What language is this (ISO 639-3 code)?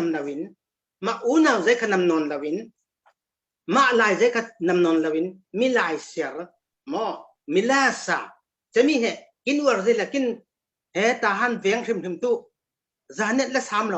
cfm